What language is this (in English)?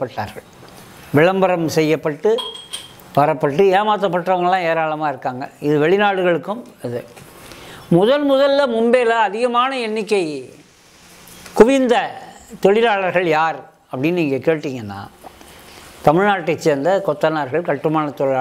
Tamil